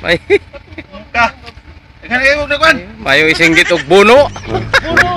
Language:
Cebuano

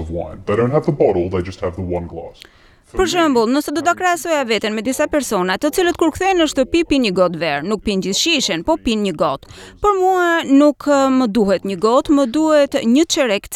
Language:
Albanian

